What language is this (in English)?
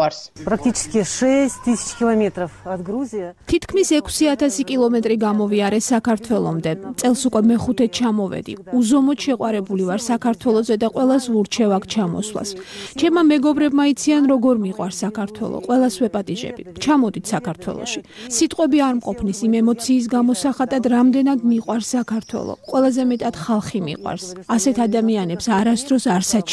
Georgian